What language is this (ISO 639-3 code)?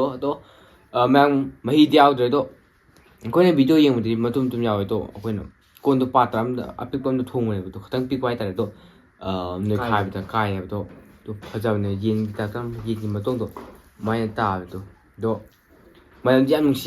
mni